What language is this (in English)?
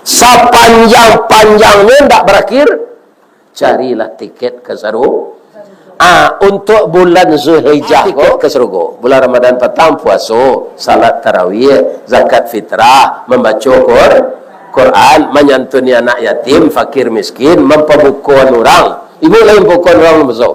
Minangkabau